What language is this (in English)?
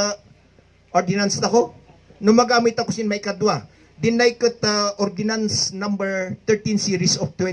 Kankanaey